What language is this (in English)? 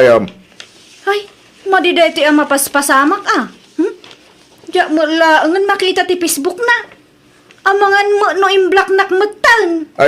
Iloko